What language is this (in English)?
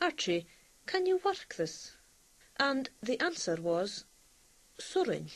Scottish Gaelic